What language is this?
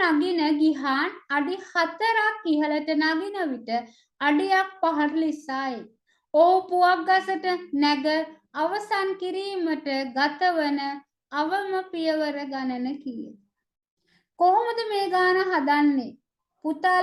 Sinhala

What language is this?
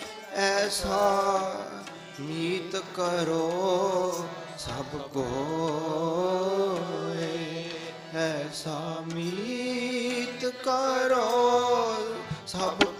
Punjabi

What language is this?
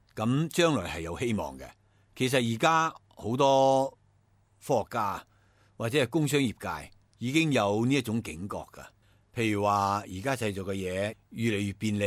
Cantonese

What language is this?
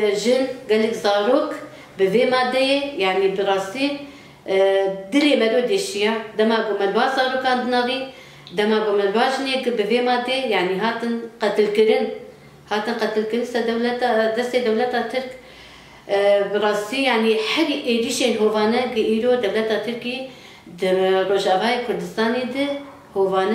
Kurdish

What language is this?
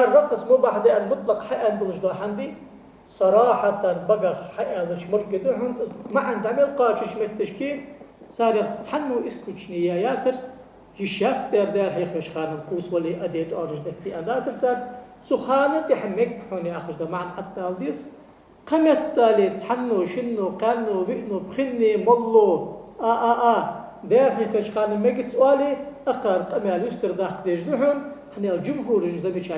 Ingush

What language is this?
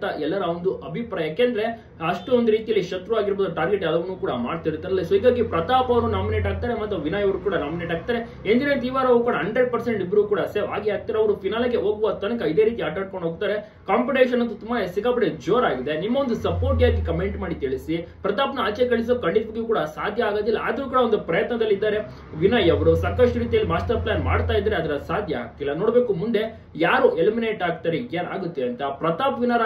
Kannada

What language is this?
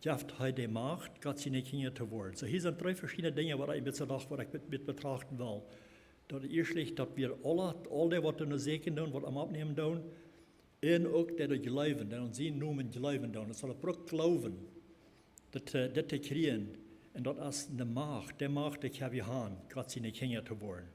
Plautdietsch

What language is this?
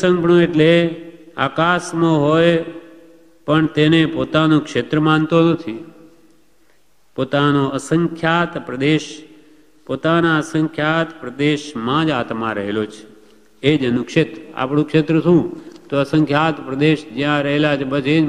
Gujarati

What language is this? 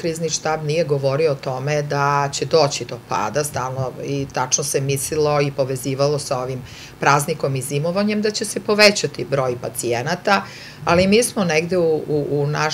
Serbian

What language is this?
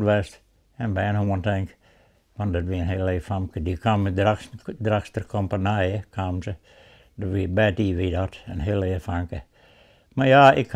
Western Frisian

